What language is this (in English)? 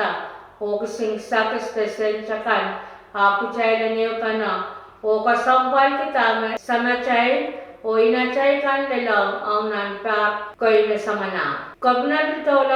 Pohnpeian